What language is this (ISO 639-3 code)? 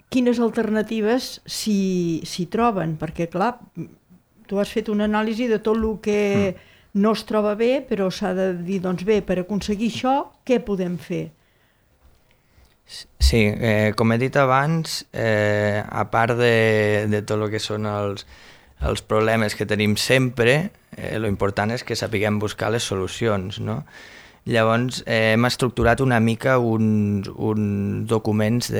cat